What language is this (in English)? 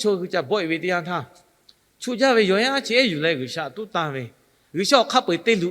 Lahu